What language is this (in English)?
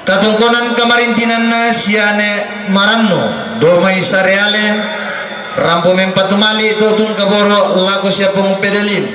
Toraja-Sa'dan